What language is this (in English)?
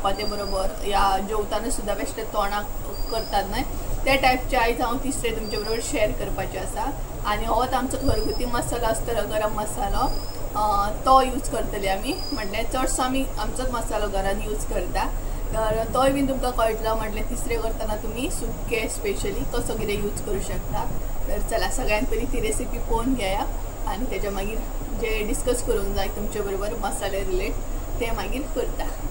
Konkani